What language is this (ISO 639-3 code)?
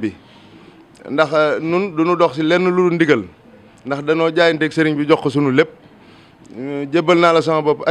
wol